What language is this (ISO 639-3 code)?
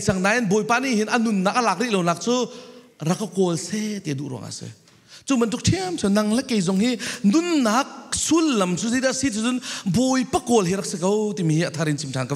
cfm